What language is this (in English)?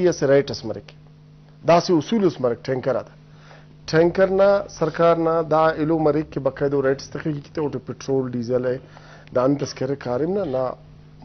Brahui